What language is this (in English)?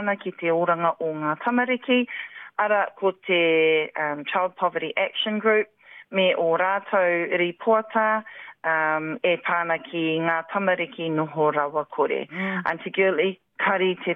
Māori